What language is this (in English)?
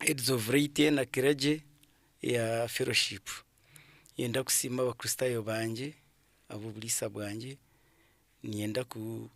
Nyankole